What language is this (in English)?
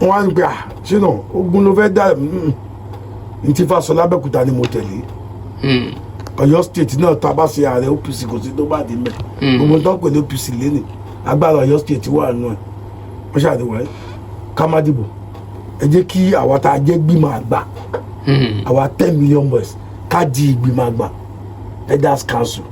Yoruba